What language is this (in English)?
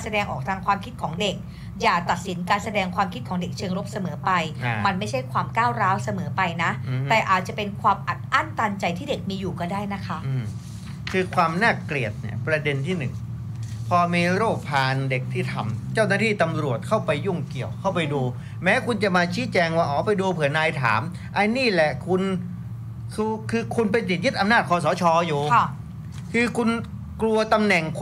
Thai